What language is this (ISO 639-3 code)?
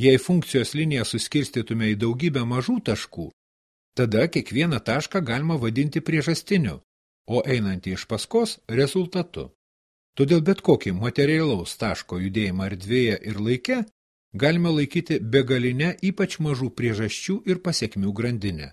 lit